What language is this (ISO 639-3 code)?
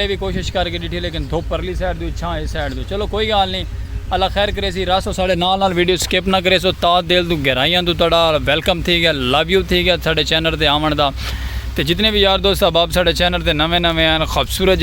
skr